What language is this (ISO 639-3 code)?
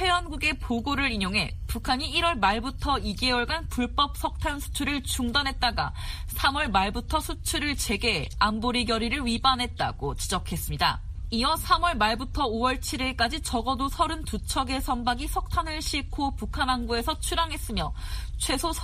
kor